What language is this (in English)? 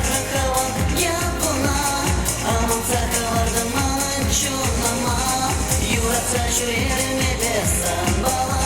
Chuvash